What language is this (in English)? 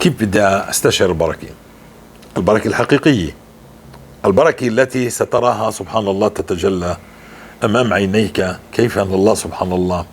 North Levantine Arabic